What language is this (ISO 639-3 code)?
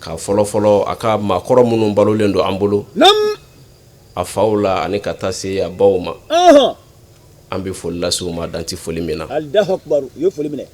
bam